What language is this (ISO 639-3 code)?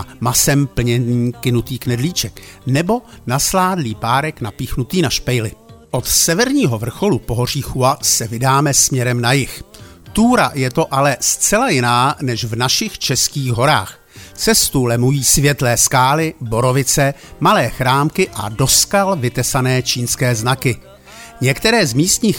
ces